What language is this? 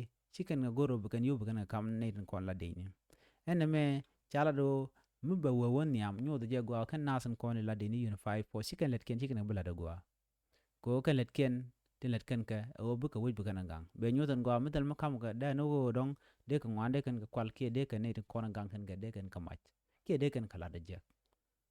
Nuer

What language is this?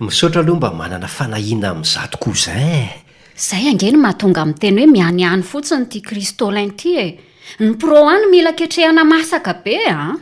Malagasy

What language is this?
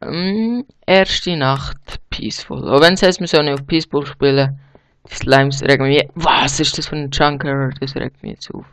Swiss German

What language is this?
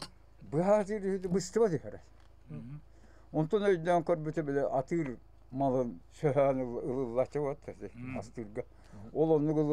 Yakut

